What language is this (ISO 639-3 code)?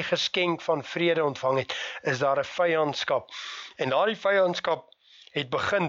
afr